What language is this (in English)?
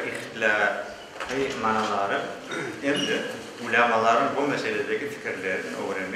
Crimean Tatar